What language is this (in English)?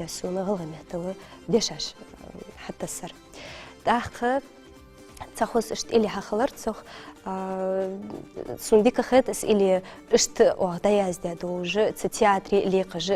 Ingush